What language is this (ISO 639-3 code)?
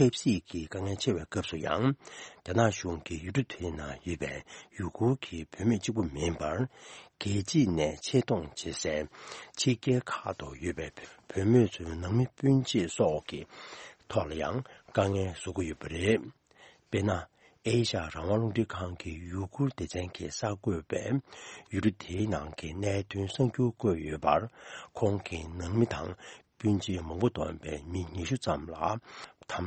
bod